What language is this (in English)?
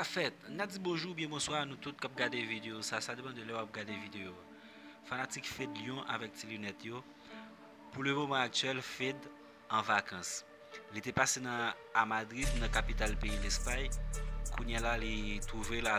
Haitian Creole